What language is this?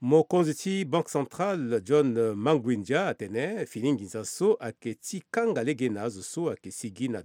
Sango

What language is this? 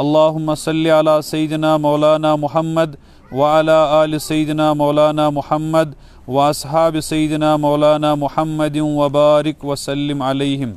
Kashmiri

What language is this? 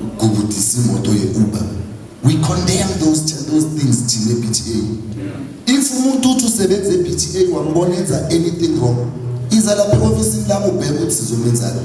Zulu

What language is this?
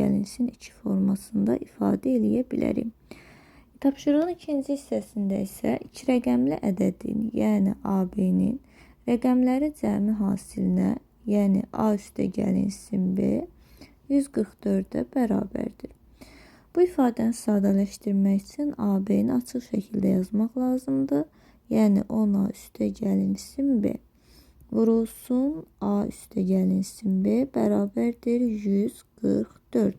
Azerbaijani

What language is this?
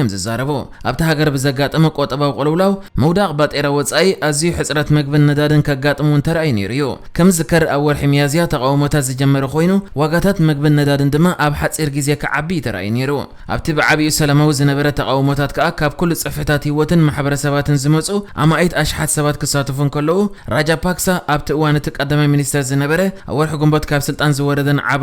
Tigrinya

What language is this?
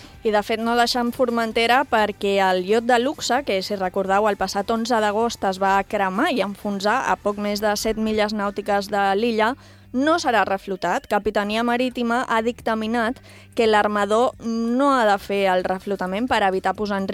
Catalan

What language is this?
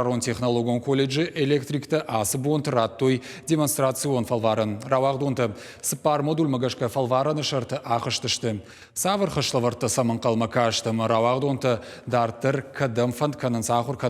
Ossetic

